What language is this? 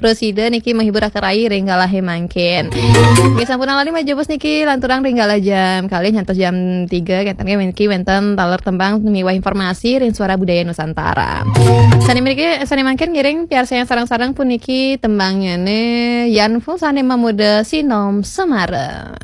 Balinese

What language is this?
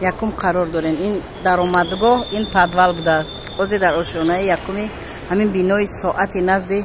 Tajik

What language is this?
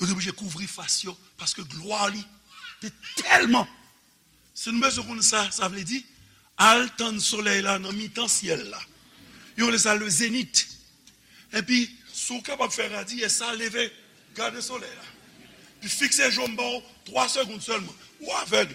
Haitian Creole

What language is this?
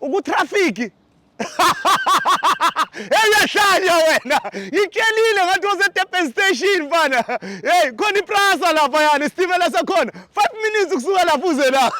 Zulu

